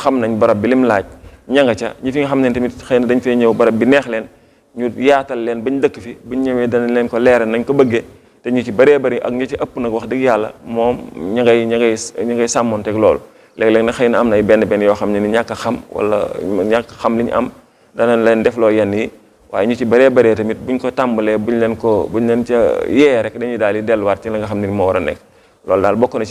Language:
Wolof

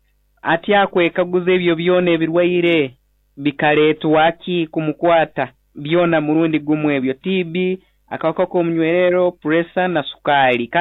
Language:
Nyoro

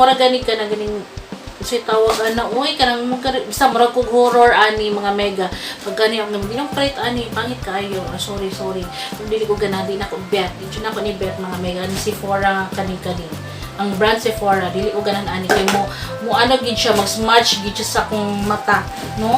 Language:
Cebuano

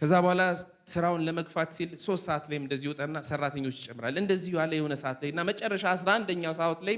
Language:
Amharic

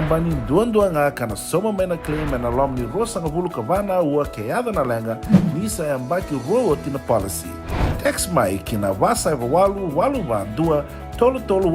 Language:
Fijian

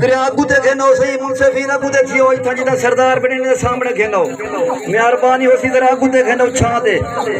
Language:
Saraiki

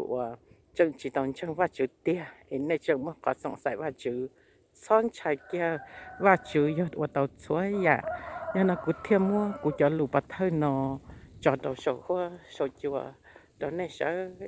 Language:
Hmong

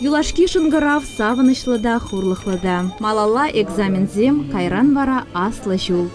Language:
Chuvash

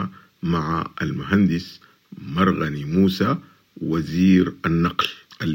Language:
Sudanese Arabic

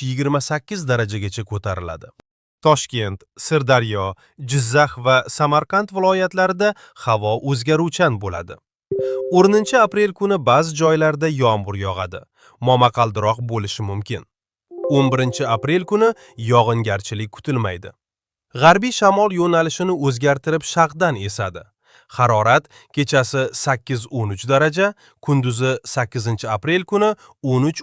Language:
Uzbek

